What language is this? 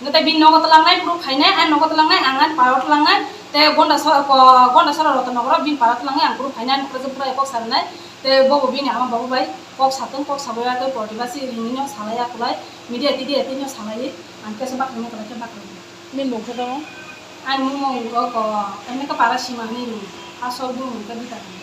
Riang (India)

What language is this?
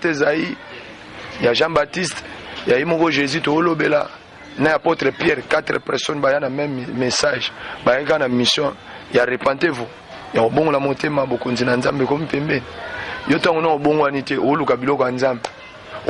Lingala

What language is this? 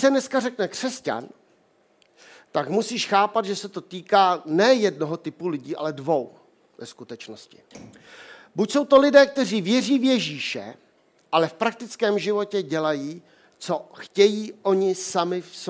Czech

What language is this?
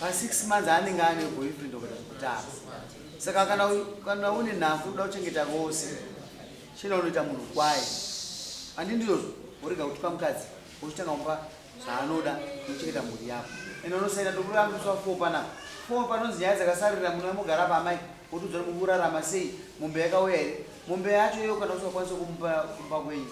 Shona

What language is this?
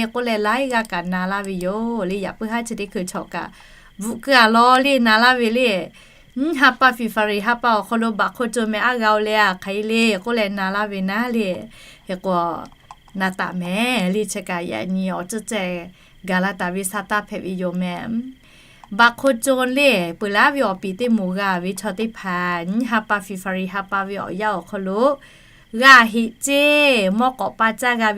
Lahu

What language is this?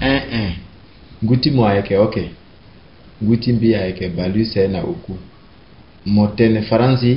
Sango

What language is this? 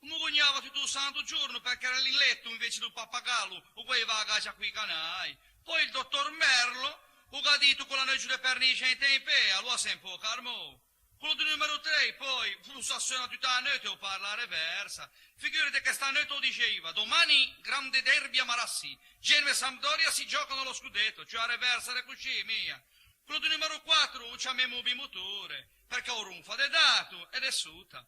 Ligurian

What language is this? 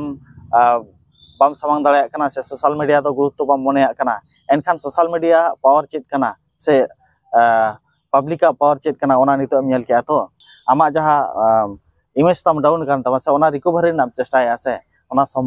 Santali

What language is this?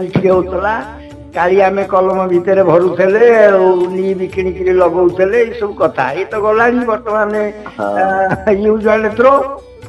Odia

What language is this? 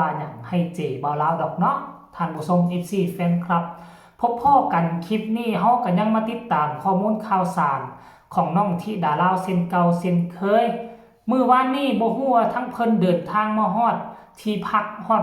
Lao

